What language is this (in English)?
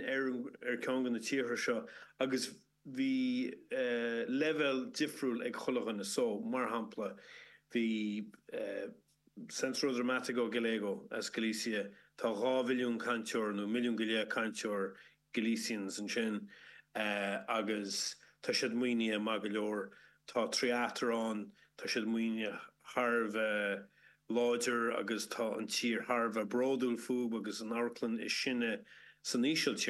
Irish